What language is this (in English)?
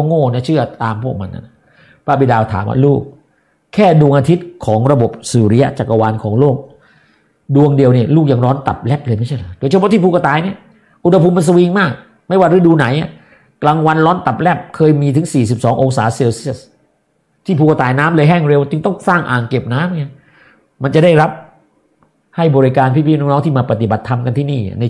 Thai